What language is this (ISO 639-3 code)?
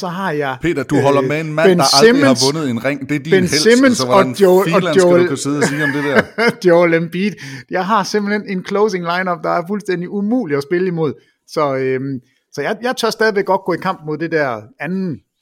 dan